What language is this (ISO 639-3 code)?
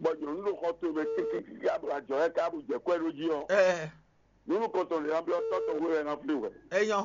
fon